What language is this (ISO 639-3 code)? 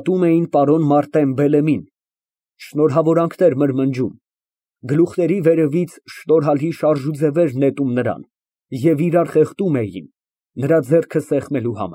hye